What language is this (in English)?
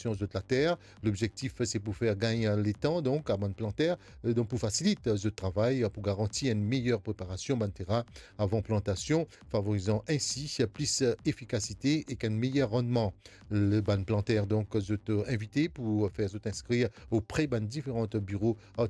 Morisyen